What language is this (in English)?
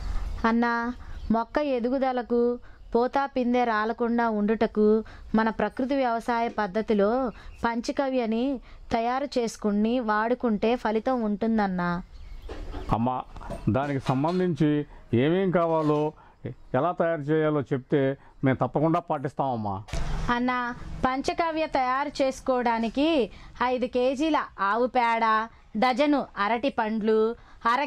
Telugu